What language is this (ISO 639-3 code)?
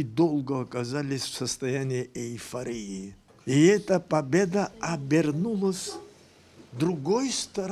abk